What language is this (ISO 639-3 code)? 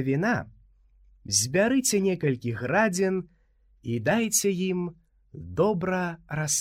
bel